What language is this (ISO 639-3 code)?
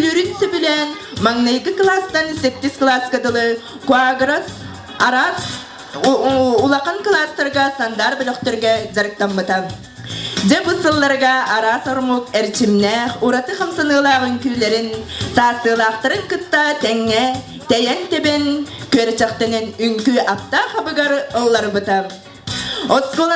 sah